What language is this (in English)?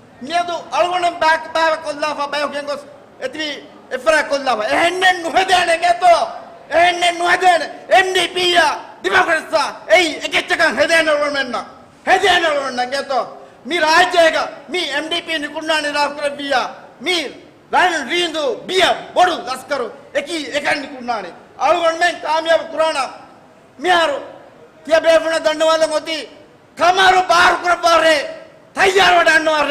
Divehi